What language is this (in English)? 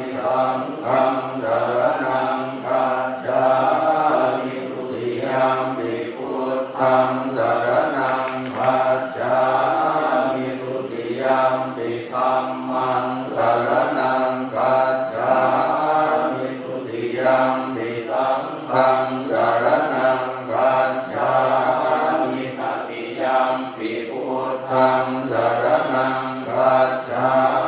Pali